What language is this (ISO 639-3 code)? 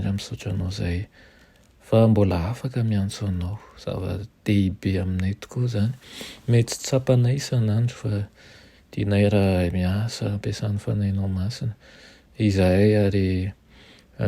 mlg